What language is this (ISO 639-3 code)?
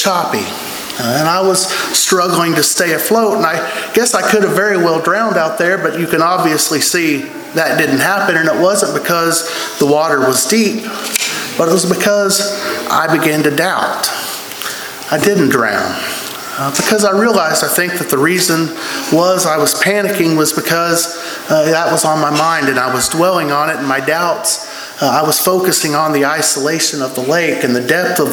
eng